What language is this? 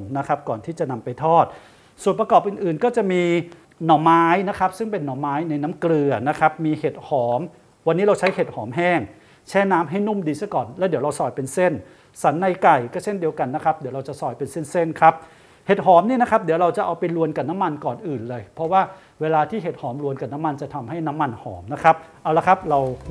Thai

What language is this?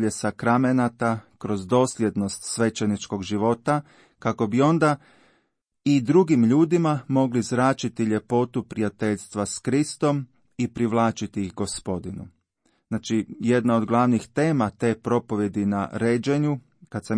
Croatian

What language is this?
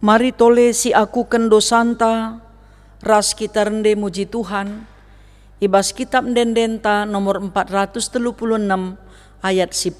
Batak Karo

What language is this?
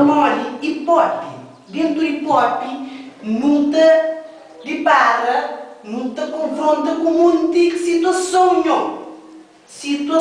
Kabuverdianu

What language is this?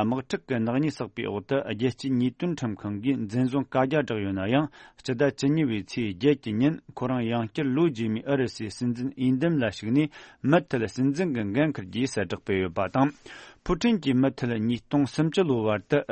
Tibetan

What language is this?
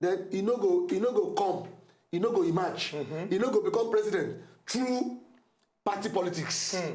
Nigerian Pidgin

